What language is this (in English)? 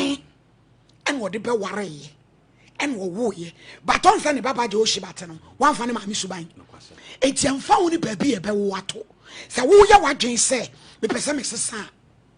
Akan